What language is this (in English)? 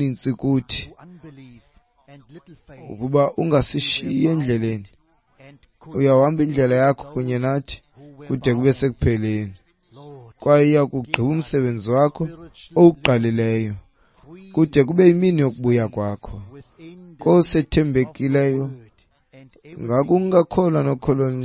Xhosa